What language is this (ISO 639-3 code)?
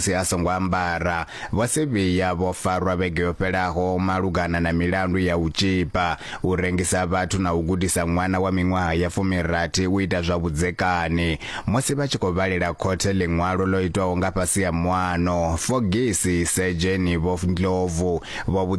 ven